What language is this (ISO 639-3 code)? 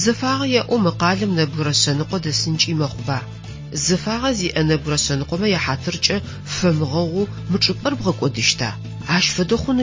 ady